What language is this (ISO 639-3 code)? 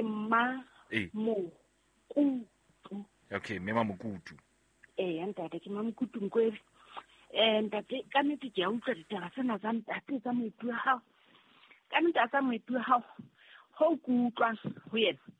sot